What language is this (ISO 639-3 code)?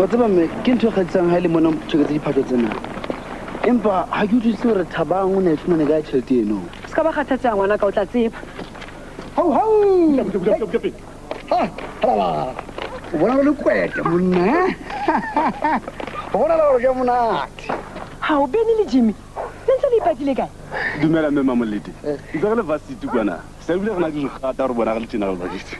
sot